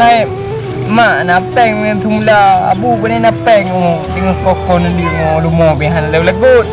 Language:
Achinese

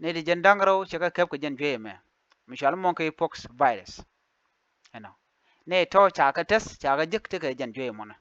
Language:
Nuer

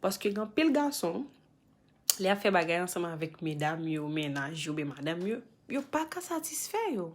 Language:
Haitian Creole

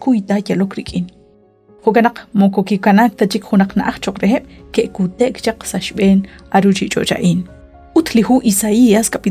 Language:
Kekchí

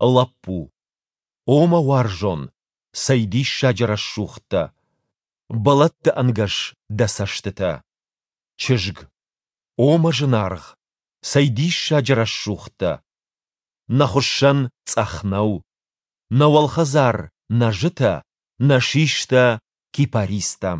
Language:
Ossetic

